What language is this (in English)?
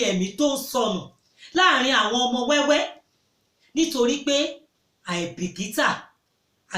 Yoruba